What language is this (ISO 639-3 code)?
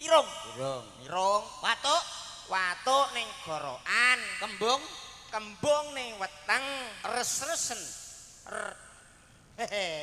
jav